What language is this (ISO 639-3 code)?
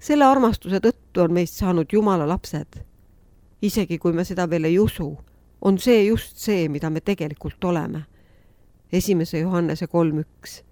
est